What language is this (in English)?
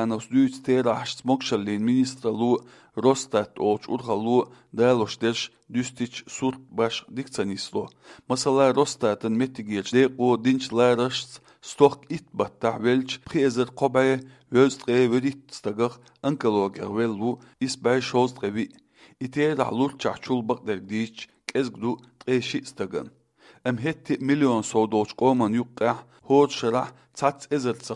Chechen